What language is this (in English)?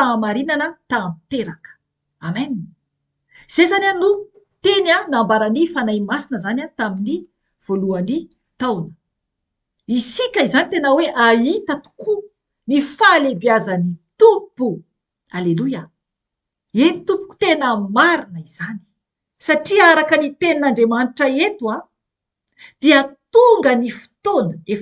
Malagasy